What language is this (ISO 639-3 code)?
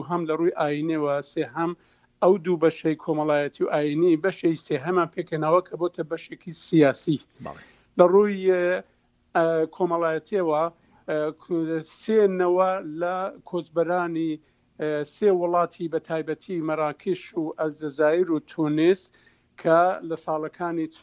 ckb